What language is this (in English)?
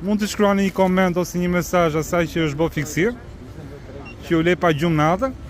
Albanian